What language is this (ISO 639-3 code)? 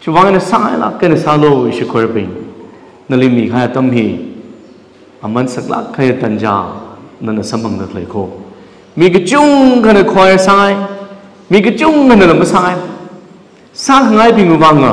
nmf